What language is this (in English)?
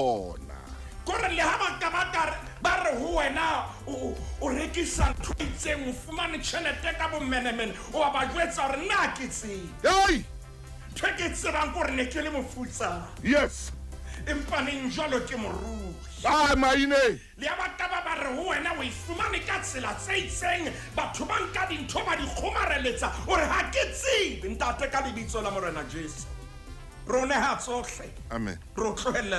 Southern Sotho